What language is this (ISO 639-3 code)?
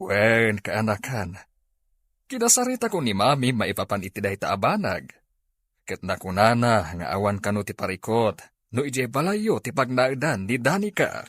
ilo